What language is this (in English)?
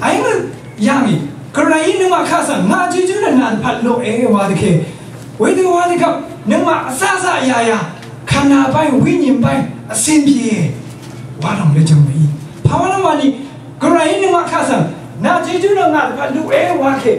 Rawang